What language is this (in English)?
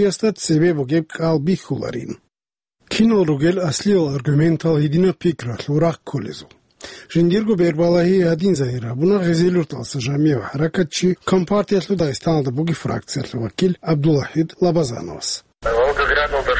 Avaric